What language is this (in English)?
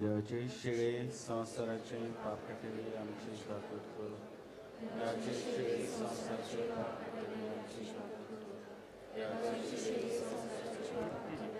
Konkani